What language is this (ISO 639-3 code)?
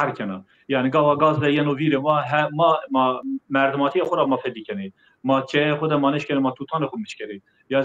zza